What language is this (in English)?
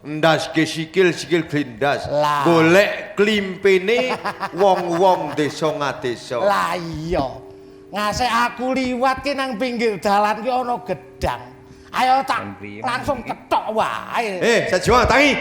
Javanese